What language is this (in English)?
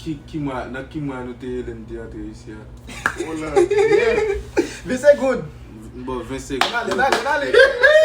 Haitian Creole